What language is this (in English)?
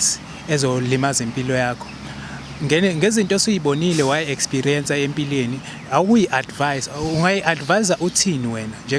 Zulu